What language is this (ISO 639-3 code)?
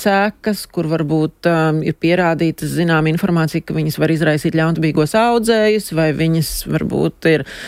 lav